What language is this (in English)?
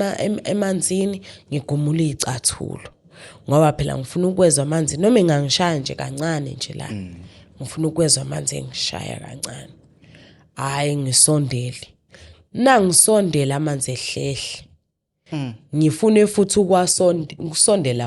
Zulu